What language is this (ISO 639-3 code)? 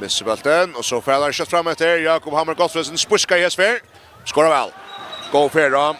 fao